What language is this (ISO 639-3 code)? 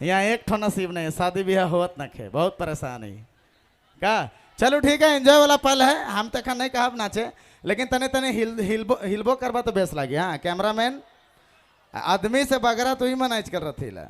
sck